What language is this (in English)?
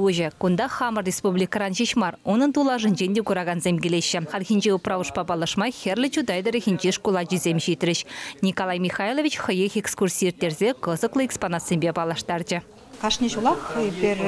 Chuvash